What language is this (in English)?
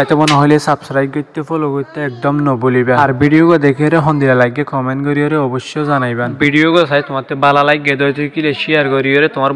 Rohingya